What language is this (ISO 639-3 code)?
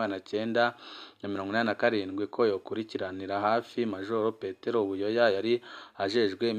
run